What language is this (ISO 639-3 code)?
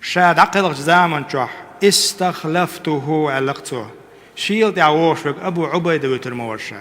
che